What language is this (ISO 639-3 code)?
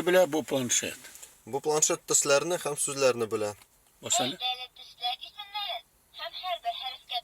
tat